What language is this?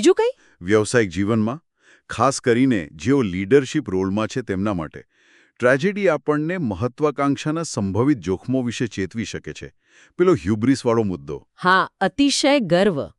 Gujarati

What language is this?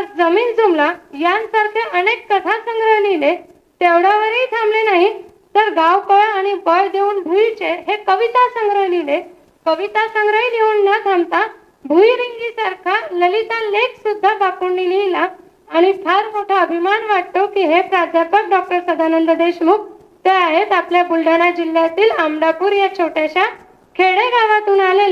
Marathi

